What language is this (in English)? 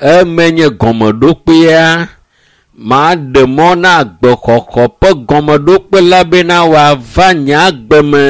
Ewe